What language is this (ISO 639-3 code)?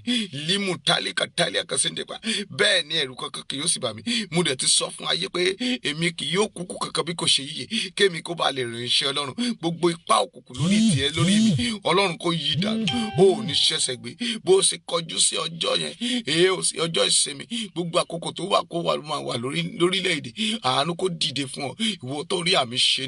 yor